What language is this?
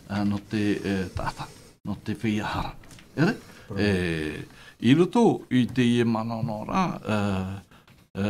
Tahitian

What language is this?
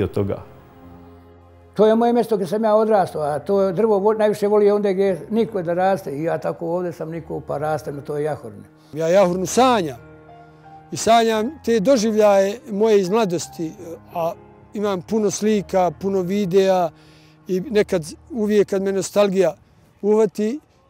Bosnian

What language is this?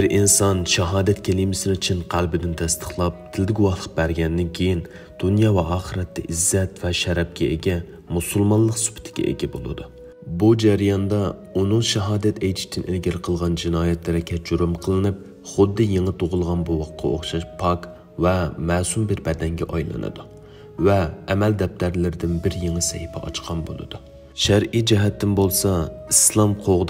Uyghur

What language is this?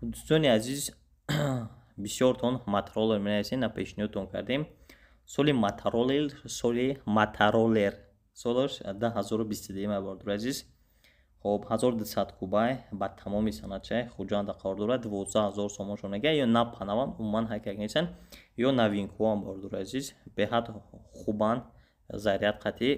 Tajik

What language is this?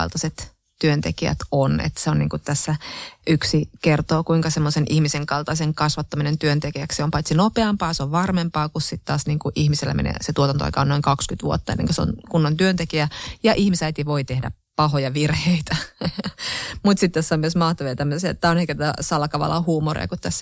Finnish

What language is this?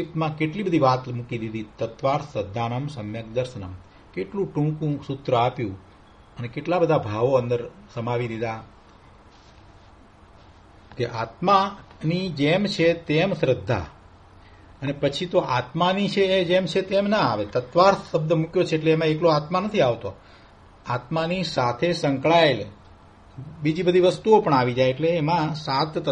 Gujarati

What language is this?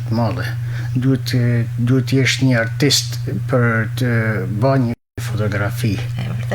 Albanian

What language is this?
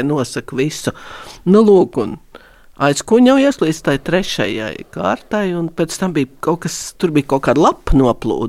Latvian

